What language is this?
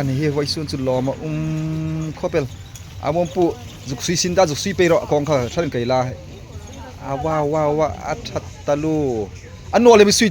Hmar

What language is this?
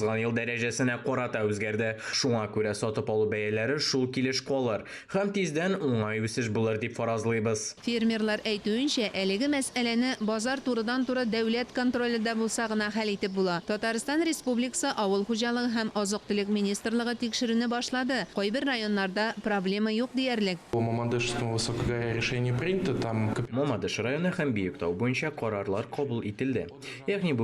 Tatar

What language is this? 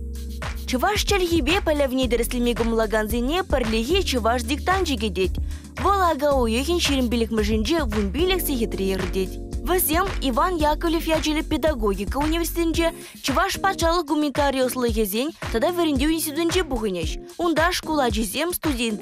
Chuvash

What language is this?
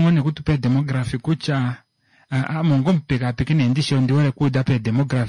Kuanyama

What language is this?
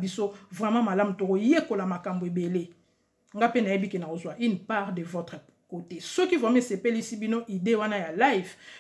Lingala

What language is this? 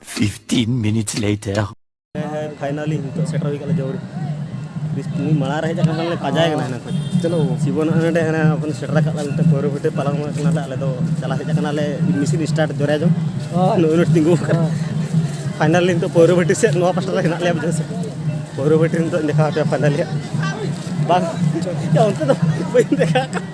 Santali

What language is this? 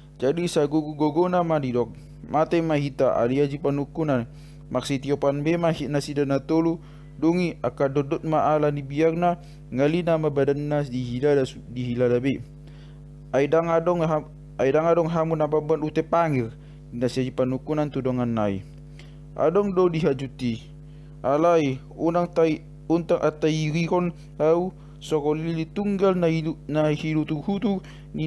Batak Toba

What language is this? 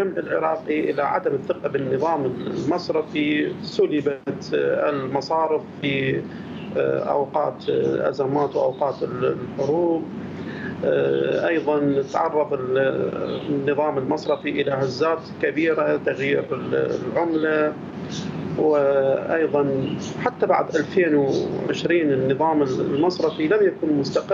Mesopotamian Arabic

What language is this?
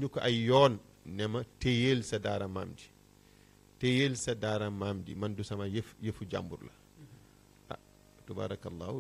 Wolof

